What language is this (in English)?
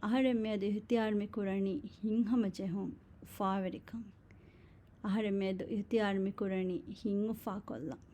Divehi